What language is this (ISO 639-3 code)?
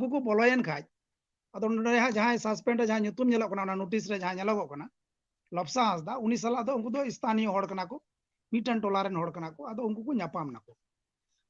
sat